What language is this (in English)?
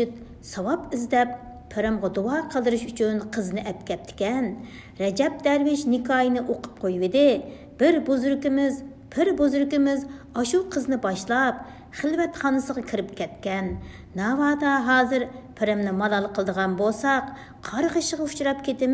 Uyghur